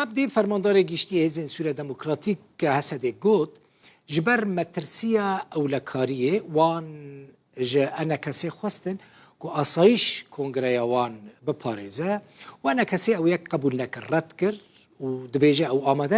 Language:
Kurdish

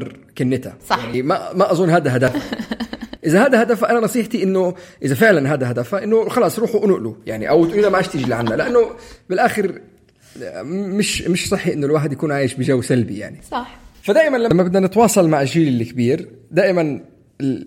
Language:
North Levantine Arabic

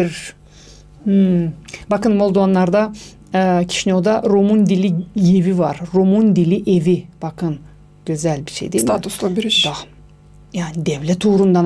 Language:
Gagauz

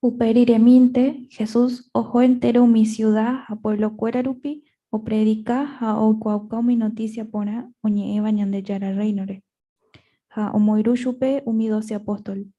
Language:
Guarani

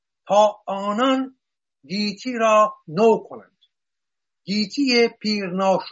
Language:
Persian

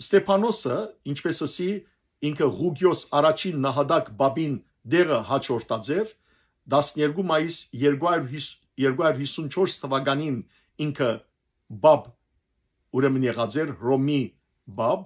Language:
Western Armenian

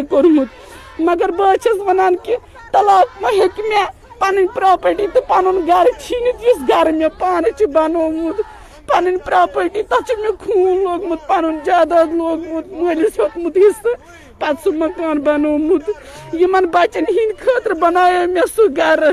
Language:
Kashmiri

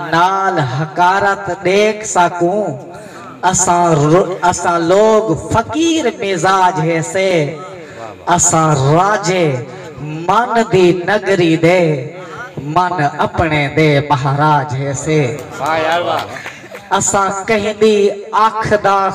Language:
Saraiki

